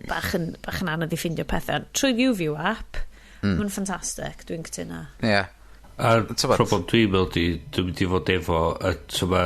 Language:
Welsh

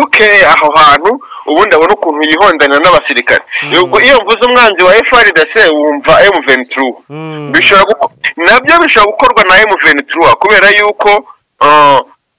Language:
Kinyarwanda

